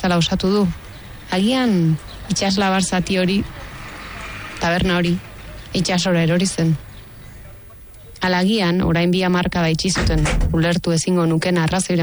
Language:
Basque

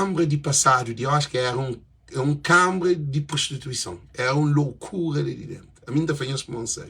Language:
Kabuverdianu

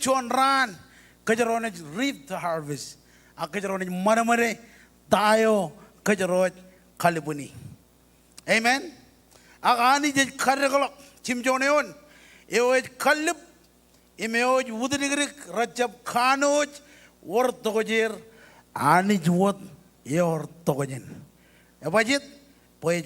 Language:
Marshallese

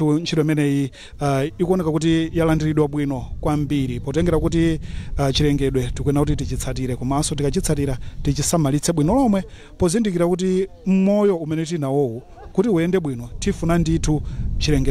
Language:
Nyanja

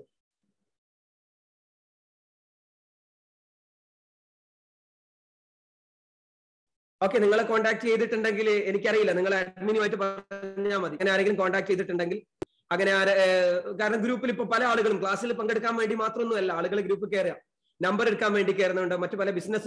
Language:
Malayalam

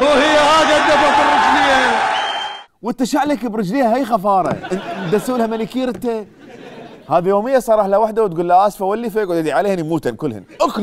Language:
Mesopotamian Arabic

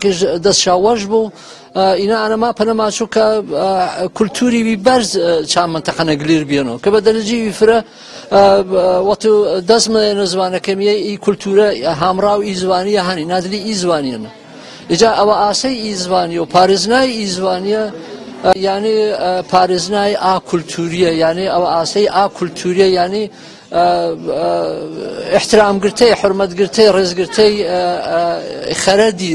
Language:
Gurani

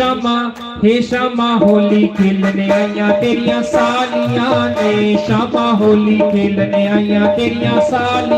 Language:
Dogri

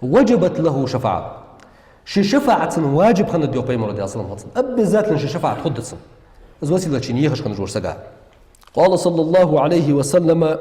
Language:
Ingush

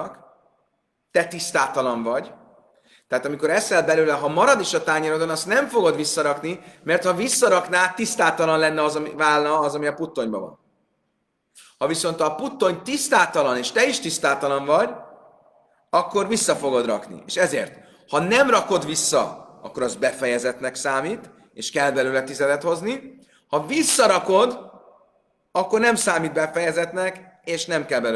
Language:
Hungarian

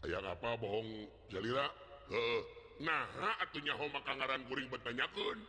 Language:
Sundanese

